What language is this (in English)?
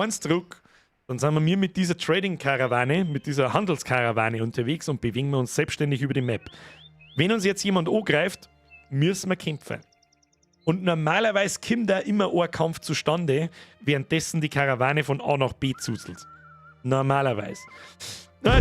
Bavarian